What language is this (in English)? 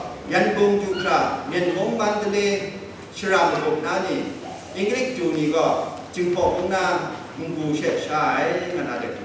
Kachin